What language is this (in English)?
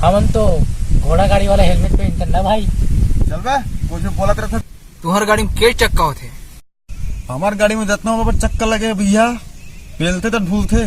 Chhattisgarhi